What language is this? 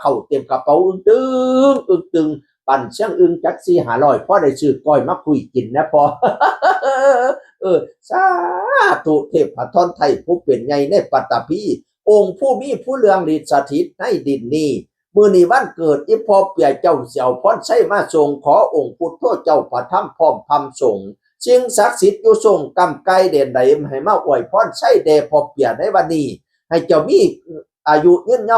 Northeastern Thai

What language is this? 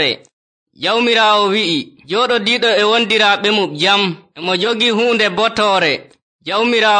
Nigerian Fulfulde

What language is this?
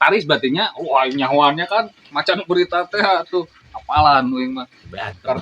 Sundanese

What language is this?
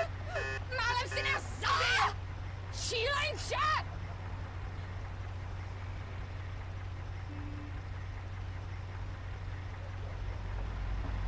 Czech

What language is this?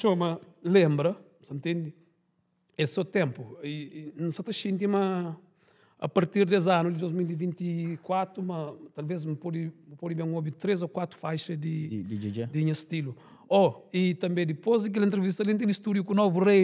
Kabuverdianu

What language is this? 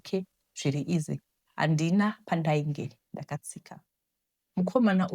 Shona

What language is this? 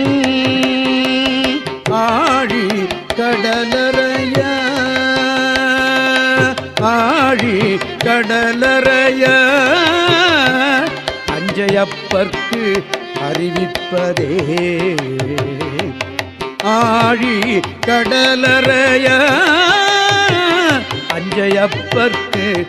Tamil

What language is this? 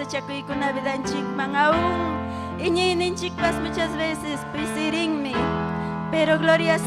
Ayacucho Quechua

